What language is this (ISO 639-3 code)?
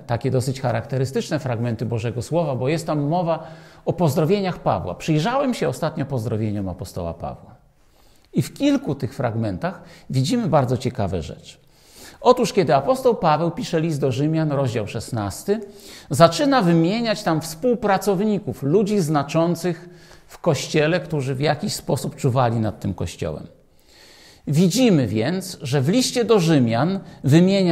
pol